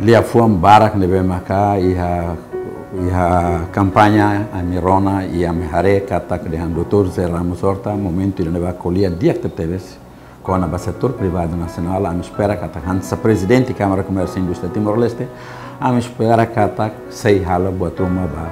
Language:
Tetum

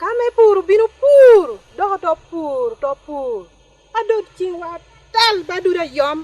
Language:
Lango (Uganda)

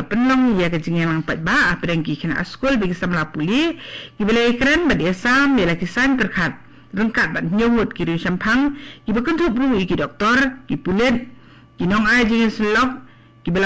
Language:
Khasi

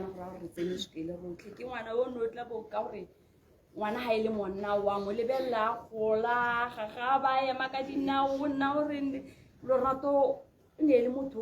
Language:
Tswana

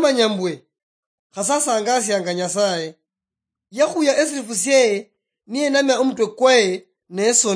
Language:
Luyia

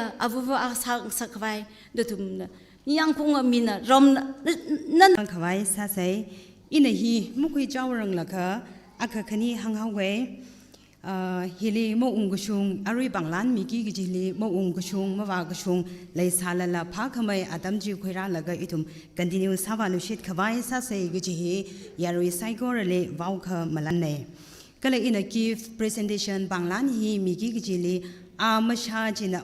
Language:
Tangkhul Naga (India)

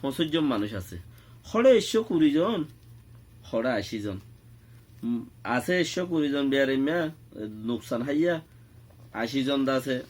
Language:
Rohingya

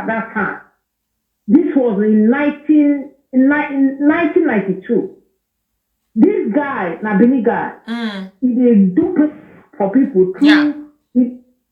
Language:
Nigerian Pidgin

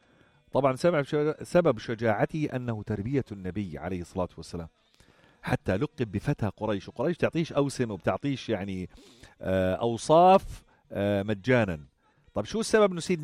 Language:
North Levantine Arabic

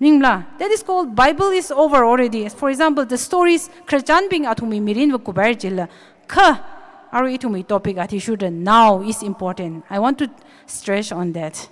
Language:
Tangkhul Naga (India)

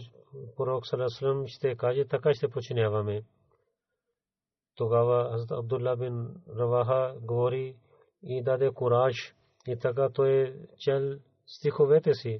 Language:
Bulgarian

